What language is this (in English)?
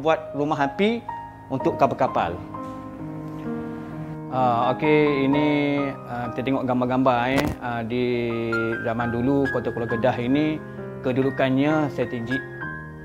Malay